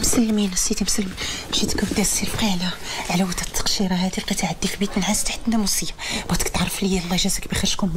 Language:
Moroccan Arabic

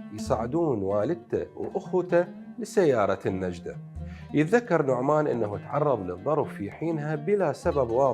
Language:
Mesopotamian Arabic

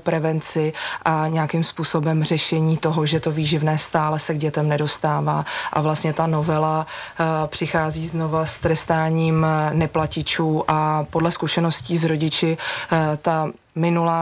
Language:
Czech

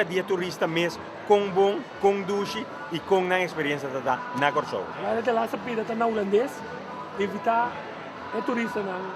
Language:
Papiamento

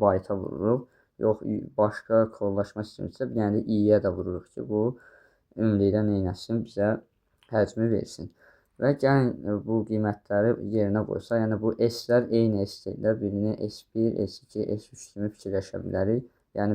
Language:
Azerbaijani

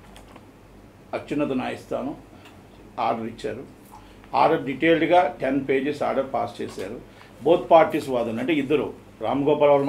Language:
Telugu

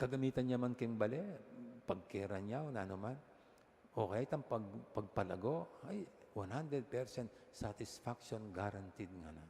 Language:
Pampanga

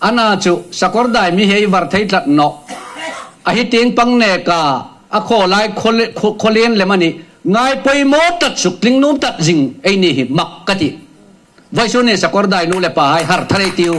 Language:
Hmar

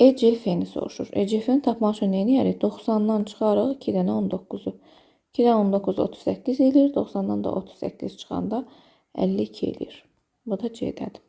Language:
Azerbaijani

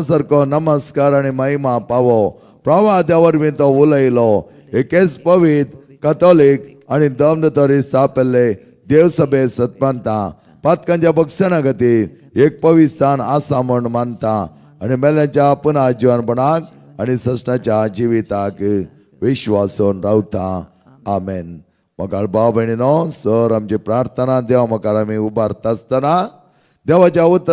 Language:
Konkani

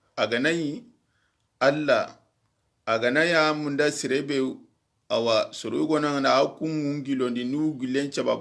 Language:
Soninke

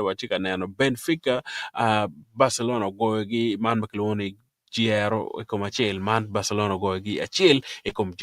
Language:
Acoli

